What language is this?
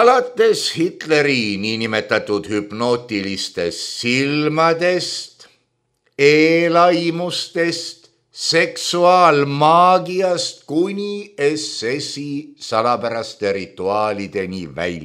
Estonian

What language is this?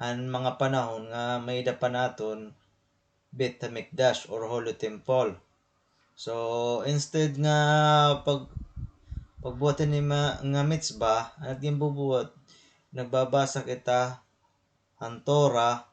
Waray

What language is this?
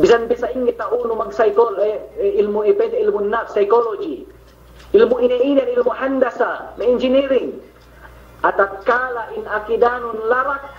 Yakan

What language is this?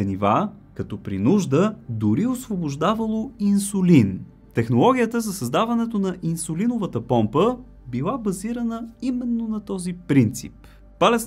Bulgarian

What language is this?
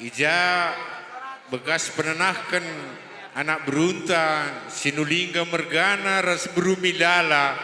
Batak Karo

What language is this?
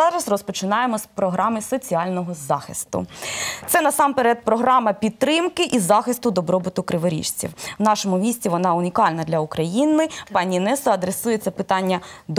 Ukrainian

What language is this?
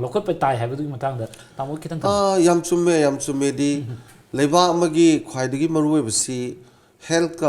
Manipuri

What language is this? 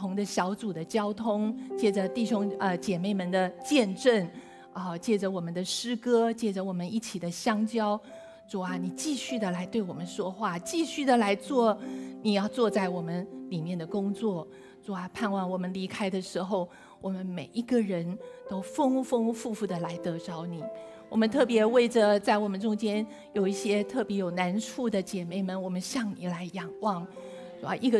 Chinese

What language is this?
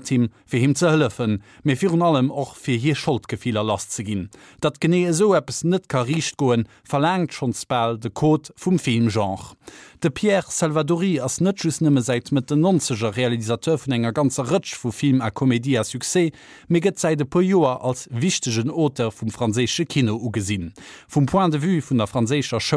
Luxembourgish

